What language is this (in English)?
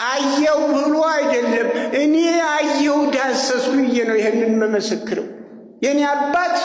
Amharic